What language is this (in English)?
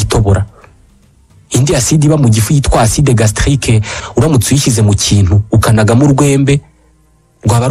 Kinyarwanda